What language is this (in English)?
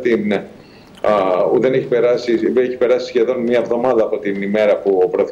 Greek